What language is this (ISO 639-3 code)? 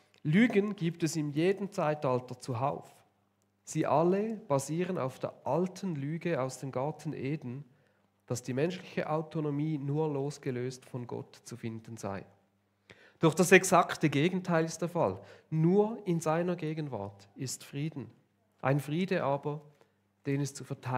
gsw